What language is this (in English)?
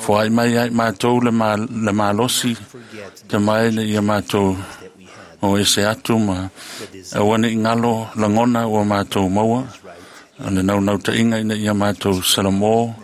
Samoan